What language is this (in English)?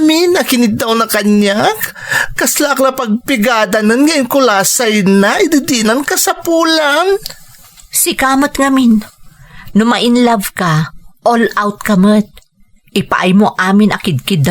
Iloko